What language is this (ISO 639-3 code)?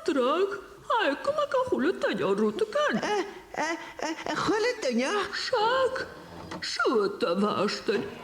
gla